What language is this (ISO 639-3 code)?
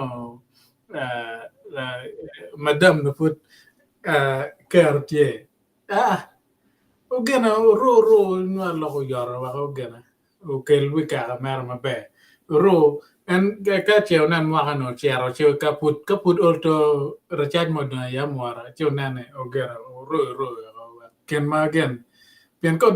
ach